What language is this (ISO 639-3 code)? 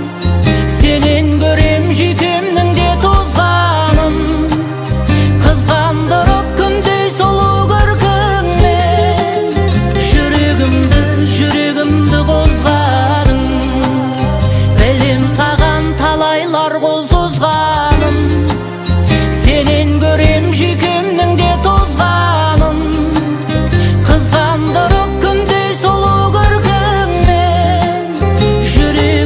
kaz